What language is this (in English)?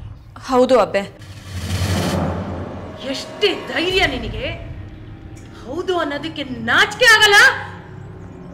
Kannada